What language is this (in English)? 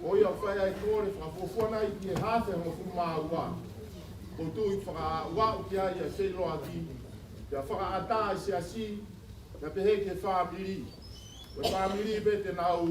Tongan